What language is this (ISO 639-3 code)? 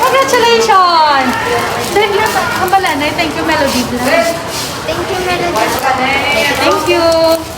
hil